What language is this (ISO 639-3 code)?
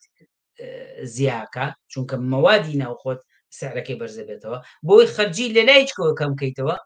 ckb